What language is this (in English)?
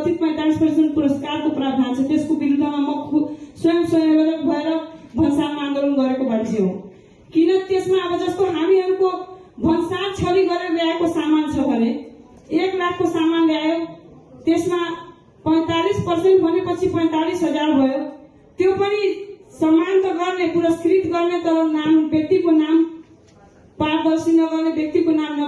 Nepali